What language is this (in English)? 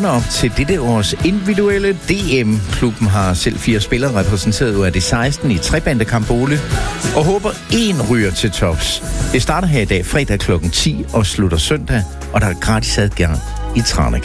Danish